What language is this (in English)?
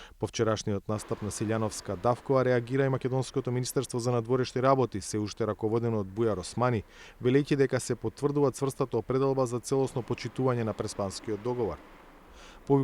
Macedonian